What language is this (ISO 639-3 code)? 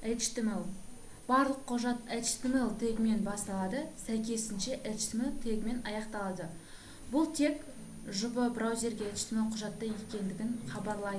kaz